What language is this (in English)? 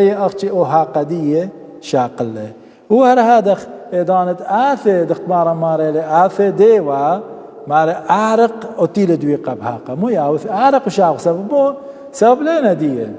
Assyrian Neo-Aramaic